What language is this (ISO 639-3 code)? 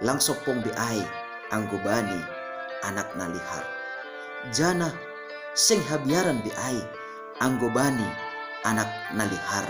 bts